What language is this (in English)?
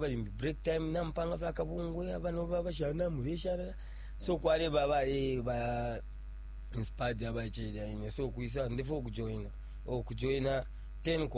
Bemba